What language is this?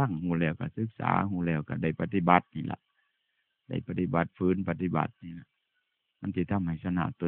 Northeastern Thai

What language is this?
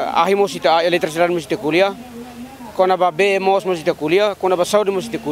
Tetum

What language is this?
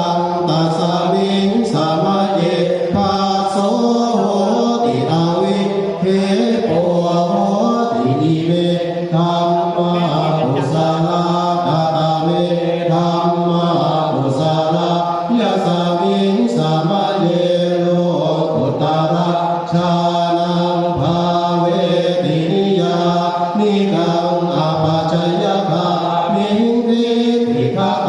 Pali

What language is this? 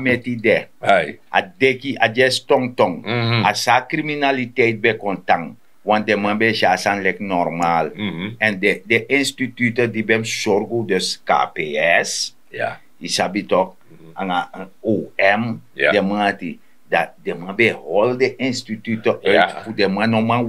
Sranan Tongo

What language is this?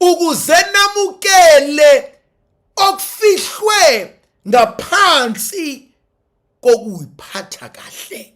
Zulu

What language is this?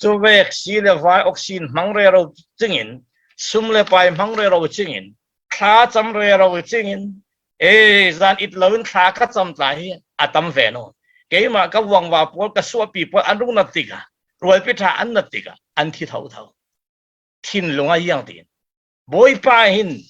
Falam Chin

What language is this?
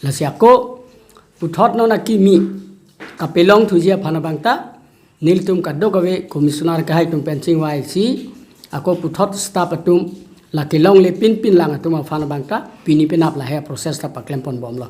Karbi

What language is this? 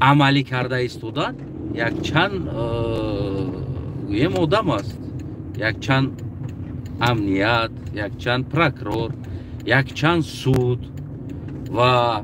Tajik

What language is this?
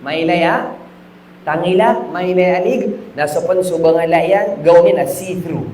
Maranao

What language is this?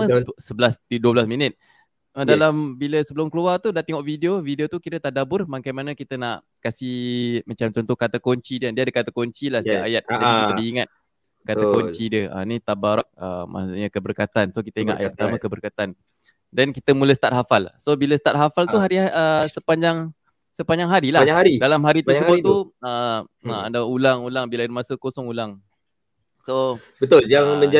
Malay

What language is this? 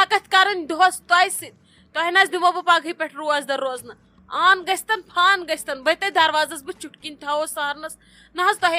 Kashmiri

